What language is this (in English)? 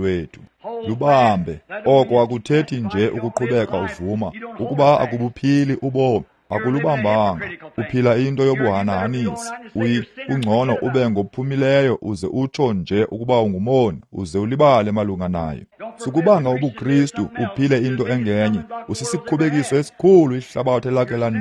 Xhosa